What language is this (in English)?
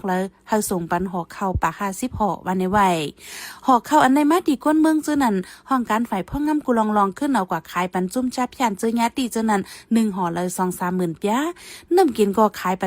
Shan